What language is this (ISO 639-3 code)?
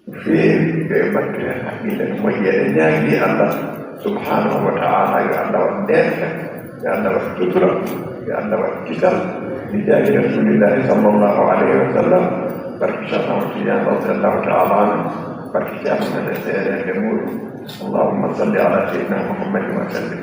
ful